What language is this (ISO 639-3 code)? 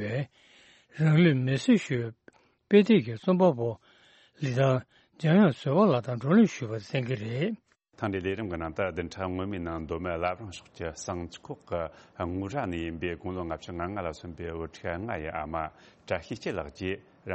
bod